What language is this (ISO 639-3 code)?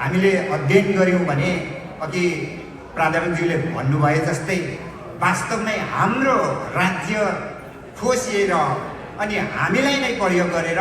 nep